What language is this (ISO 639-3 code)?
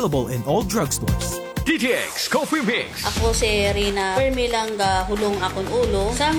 hil